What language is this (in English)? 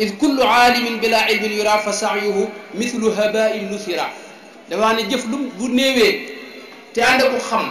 Wolof